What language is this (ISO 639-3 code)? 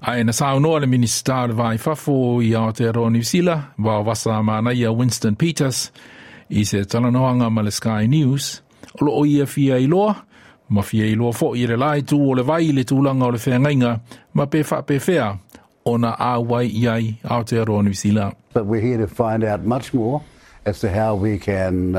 smo